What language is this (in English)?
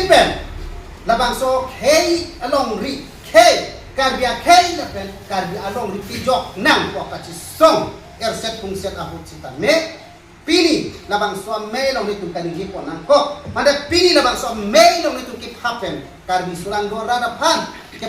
Karbi